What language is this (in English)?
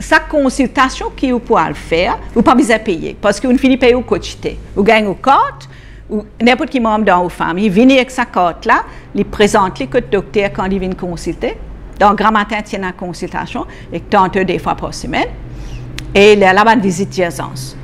Morisyen